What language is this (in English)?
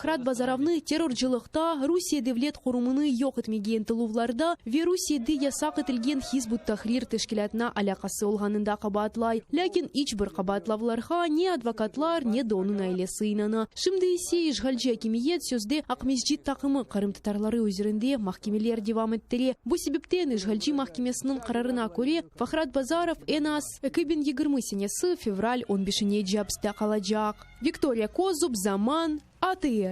Crimean Tatar